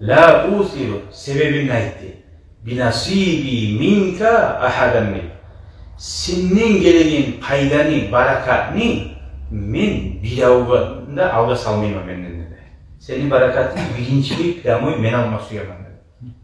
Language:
Kumyk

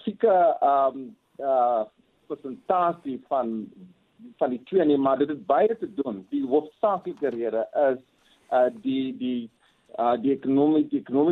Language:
Afrikaans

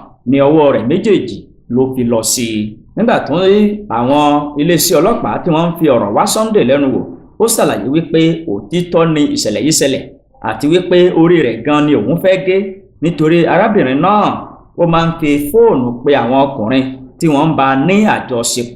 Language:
Yoruba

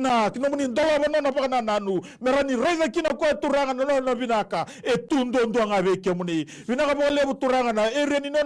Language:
Fijian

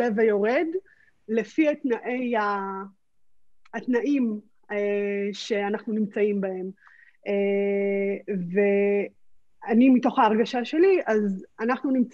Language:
Hebrew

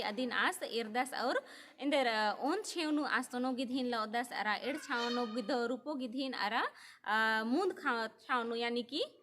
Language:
Kurukh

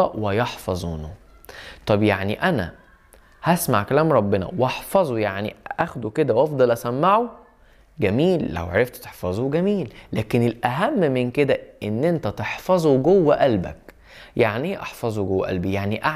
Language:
Egyptian Arabic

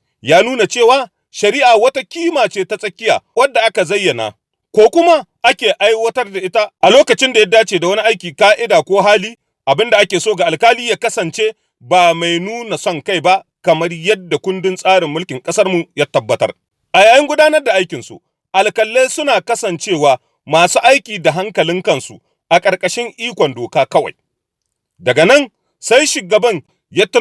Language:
Hausa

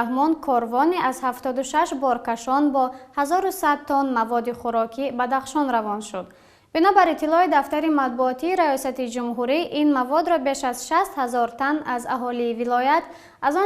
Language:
Tajik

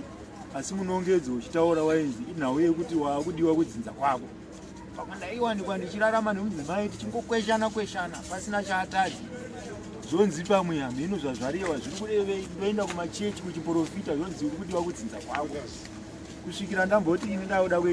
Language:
Shona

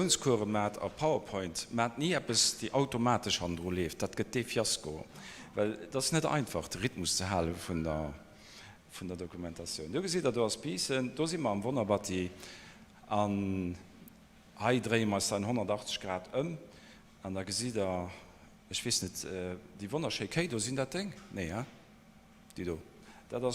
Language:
Luxembourgish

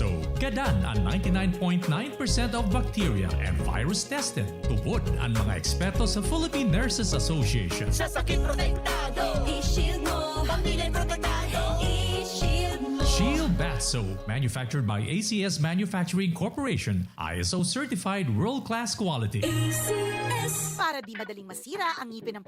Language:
Bikol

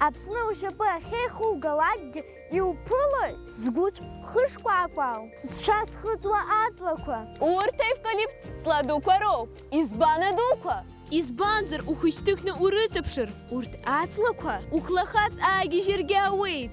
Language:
Abkhazian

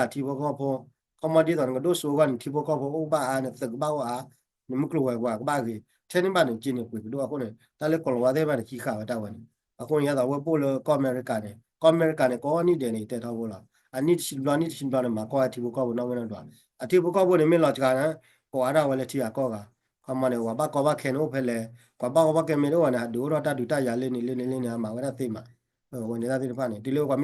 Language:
S'gaw Karen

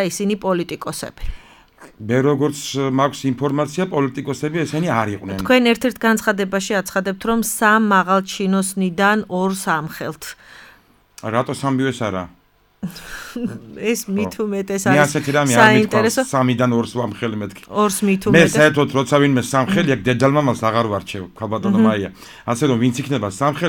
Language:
Georgian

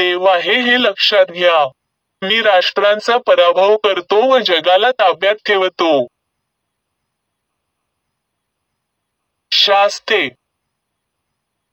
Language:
Marathi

